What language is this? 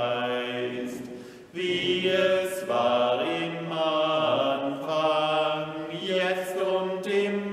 German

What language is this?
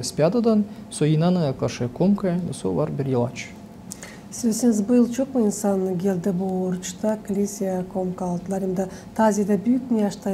Gagauz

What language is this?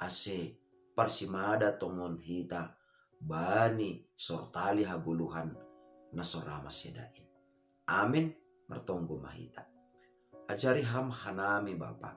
Batak Simalungun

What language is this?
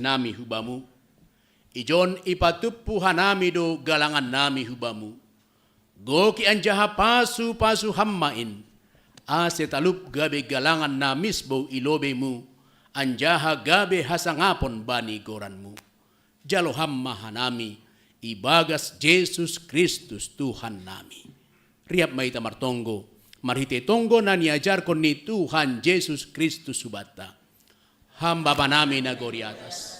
Batak Simalungun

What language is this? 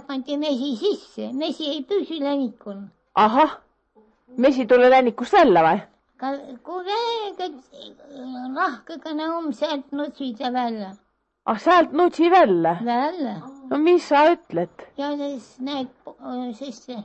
Estonian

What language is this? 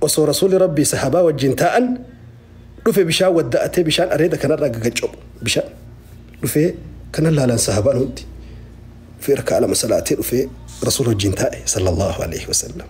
Oromo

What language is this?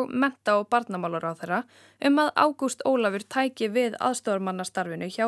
Icelandic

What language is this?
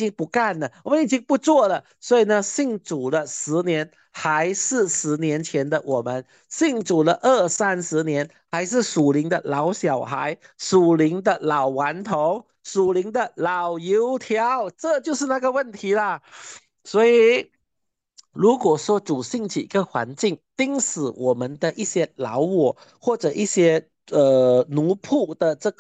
Chinese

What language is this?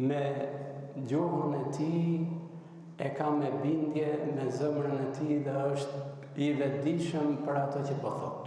Albanian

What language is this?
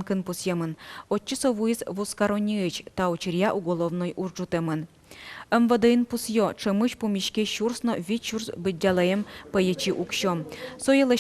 Udmurt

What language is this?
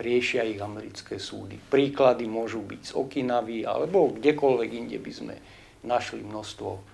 Slovak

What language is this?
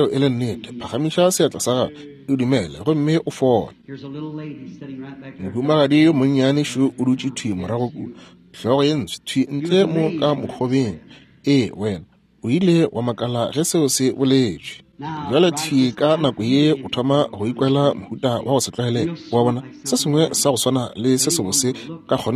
Northern Sotho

